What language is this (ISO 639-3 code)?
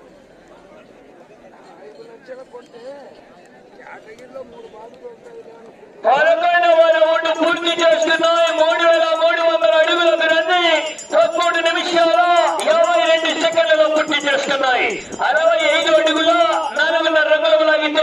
tel